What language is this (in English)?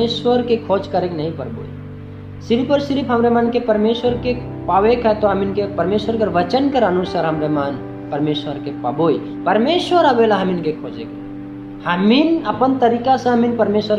Sadri